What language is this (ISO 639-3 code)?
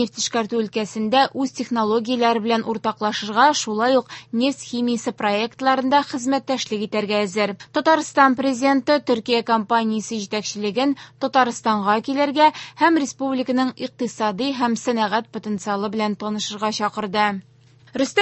tat